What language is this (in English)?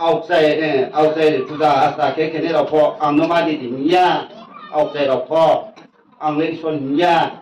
Riang (India)